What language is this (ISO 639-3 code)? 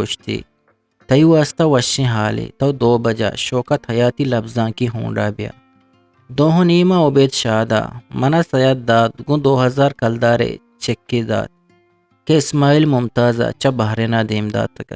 bgp